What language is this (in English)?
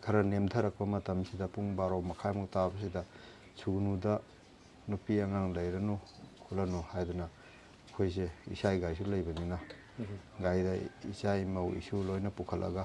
Manipuri